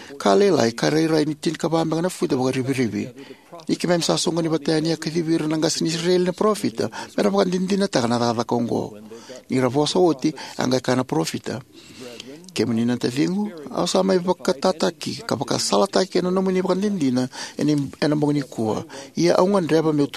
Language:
Fijian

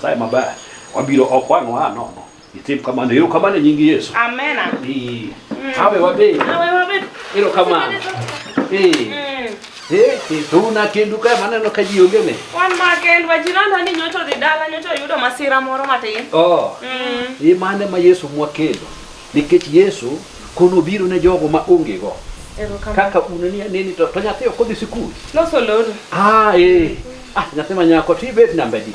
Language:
Luo (Kenya and Tanzania)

